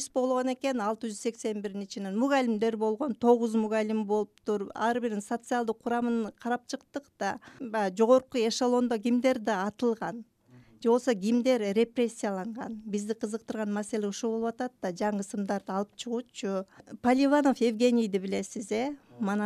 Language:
Kyrgyz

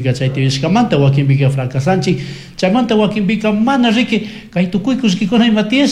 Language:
Chimborazo Highland Quichua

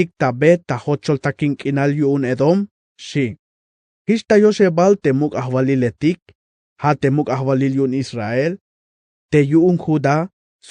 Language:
Tzeltal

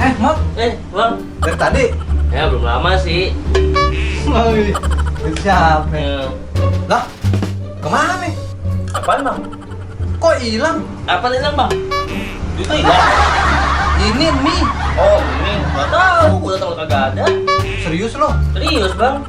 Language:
Betawi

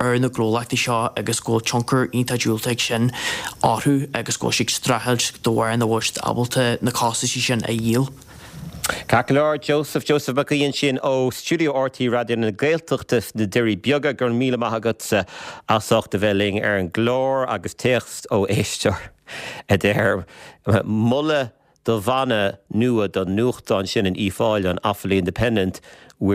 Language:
Irish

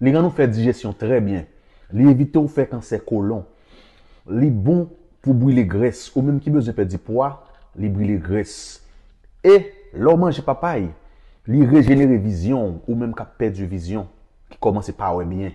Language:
Haitian Creole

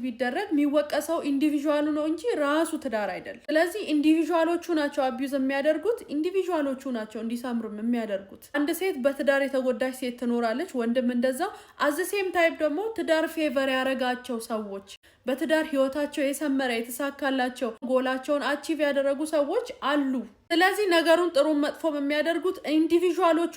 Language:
Amharic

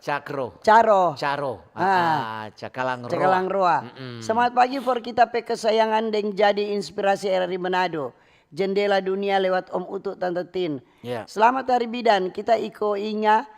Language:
Manado Malay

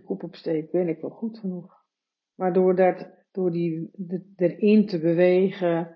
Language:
Dutch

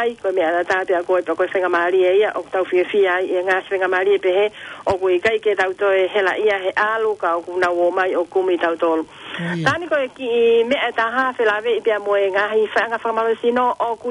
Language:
Tongan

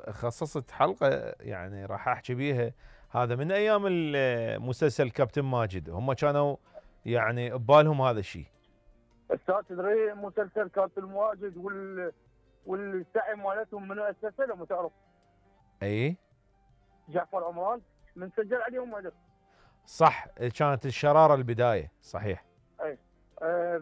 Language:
Mesopotamian Arabic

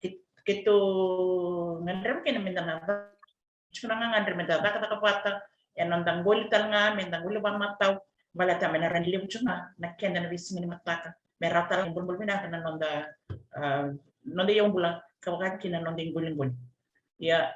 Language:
Fijian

